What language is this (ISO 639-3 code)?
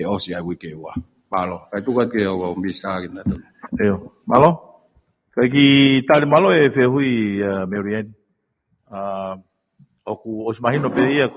ton